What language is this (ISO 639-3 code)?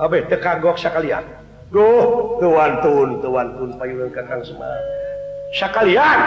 sun